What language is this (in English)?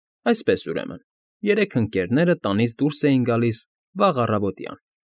Armenian